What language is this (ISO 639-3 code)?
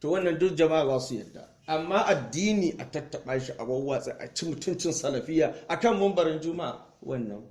hau